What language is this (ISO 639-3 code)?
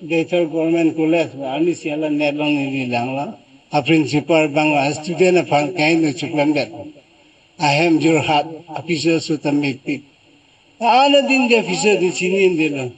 mjw